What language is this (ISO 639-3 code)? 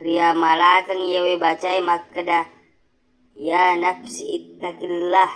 bug